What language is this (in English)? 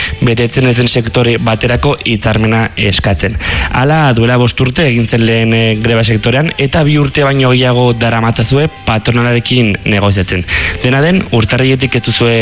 Basque